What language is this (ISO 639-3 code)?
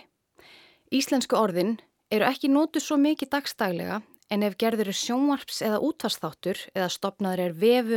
isl